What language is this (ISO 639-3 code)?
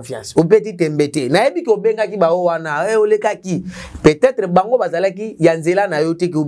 lin